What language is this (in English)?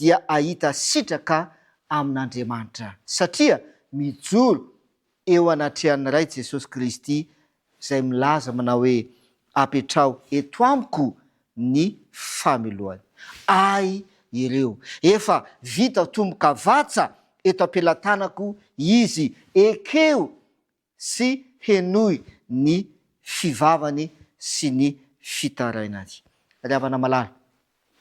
Malagasy